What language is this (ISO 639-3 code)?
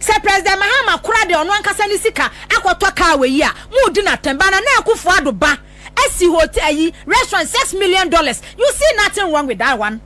aka